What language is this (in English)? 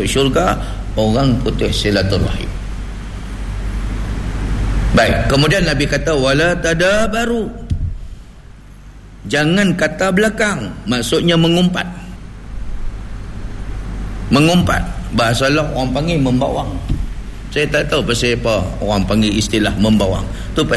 Malay